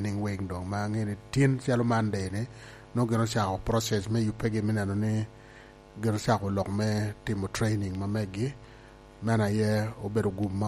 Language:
Lango (Uganda)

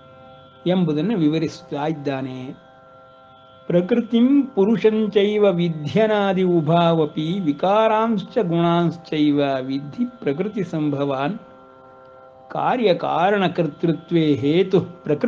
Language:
Kannada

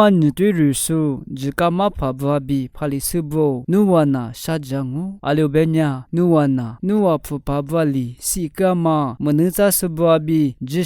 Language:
Lisu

